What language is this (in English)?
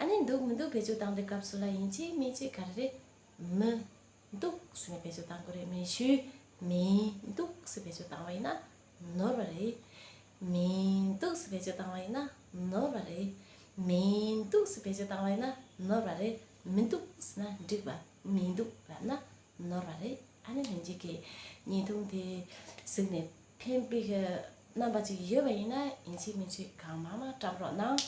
Tibetan